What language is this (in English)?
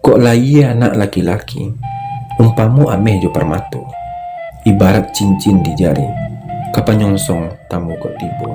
Minangkabau